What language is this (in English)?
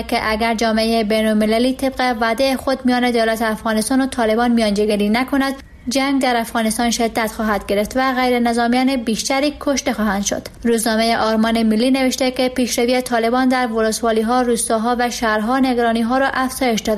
Persian